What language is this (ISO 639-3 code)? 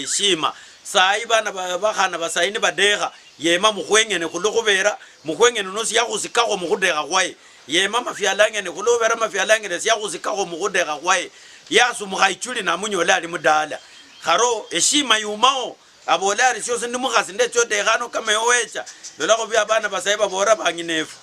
luy